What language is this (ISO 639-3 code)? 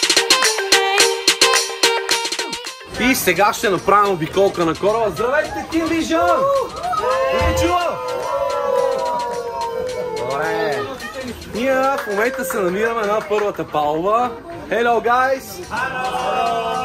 bul